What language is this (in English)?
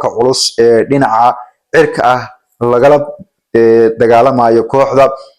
Somali